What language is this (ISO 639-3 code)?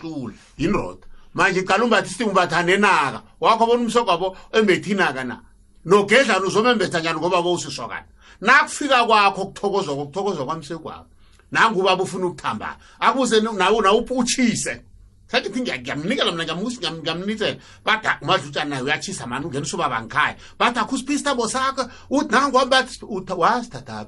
nbl